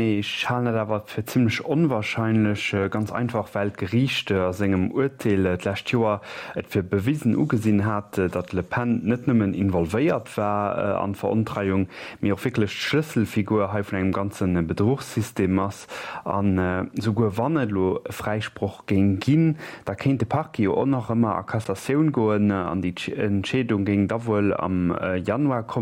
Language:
Luxembourgish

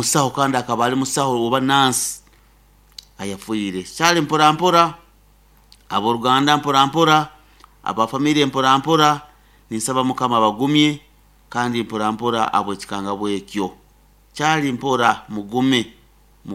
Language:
Nyoro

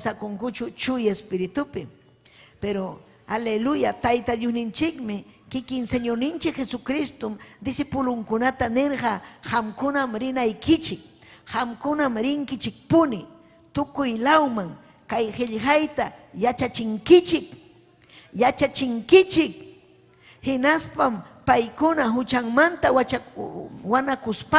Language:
Ayacucho Quechua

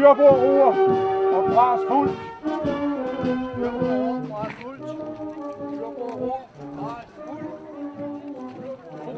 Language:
Danish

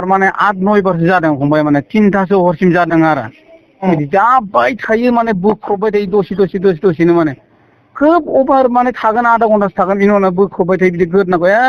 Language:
Bodo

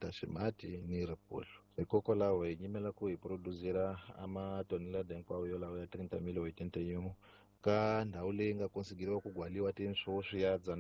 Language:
Tsonga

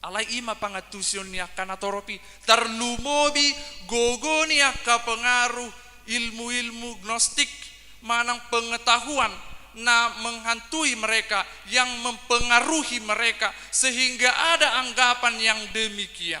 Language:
Batak Toba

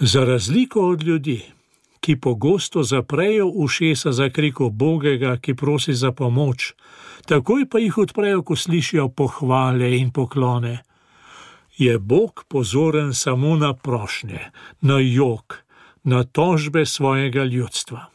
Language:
Slovenian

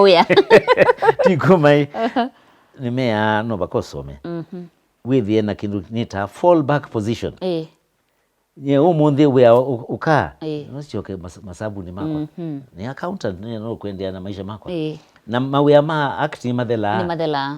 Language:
Kamba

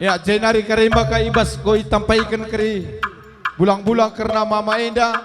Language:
Batak Karo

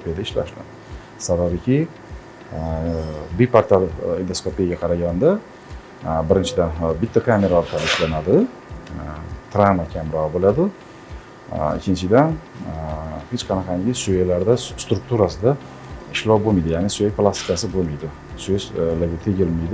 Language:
Uzbek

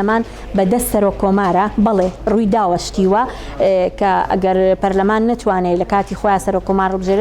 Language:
Central Kurdish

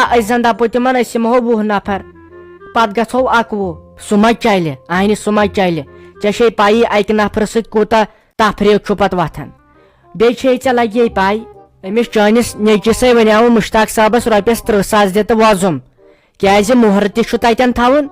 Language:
Kashmiri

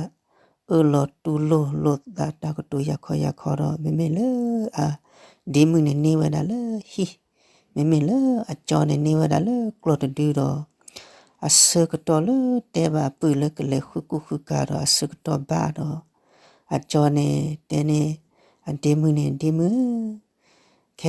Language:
S'gaw Karen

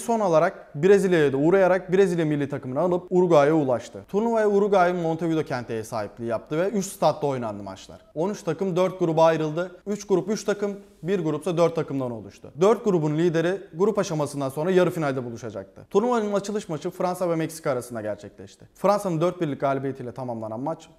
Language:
Turkish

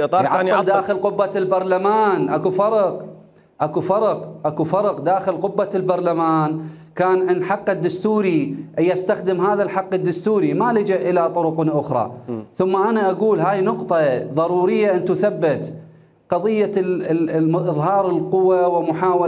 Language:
Mesopotamian Arabic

